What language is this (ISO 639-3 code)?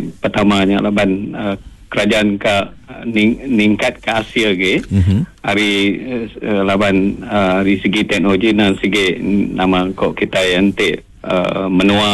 iba